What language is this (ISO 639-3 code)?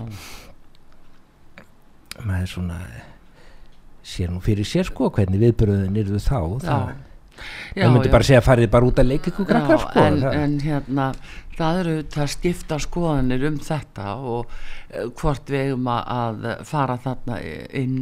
isl